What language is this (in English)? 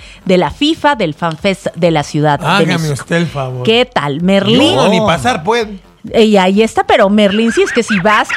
Spanish